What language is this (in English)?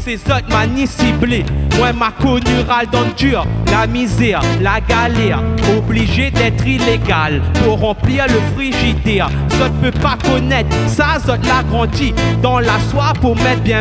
Réunion Creole French